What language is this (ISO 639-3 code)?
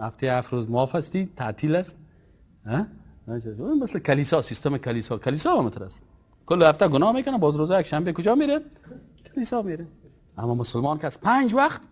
fas